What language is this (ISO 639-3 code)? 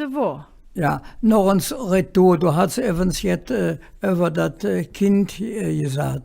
ksh